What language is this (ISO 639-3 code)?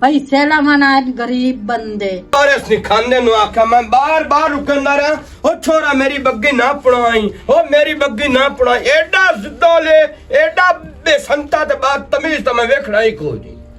lah